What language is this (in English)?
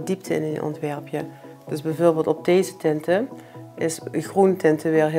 Limburgish